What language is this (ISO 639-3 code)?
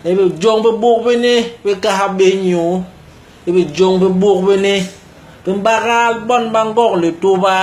bas